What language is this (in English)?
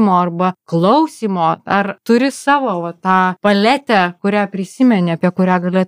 Lithuanian